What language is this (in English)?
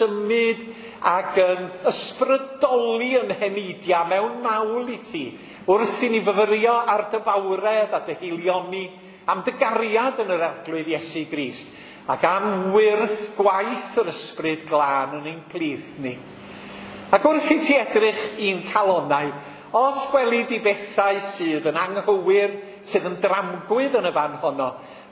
Welsh